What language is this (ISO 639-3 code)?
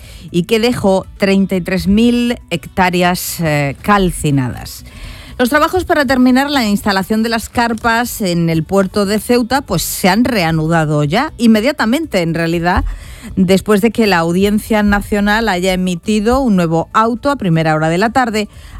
spa